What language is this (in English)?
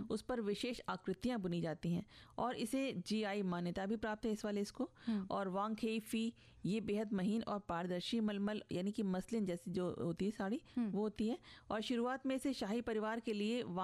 Hindi